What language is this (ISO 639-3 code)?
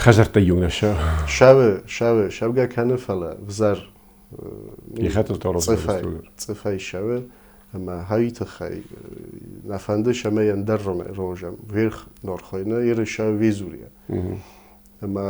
oss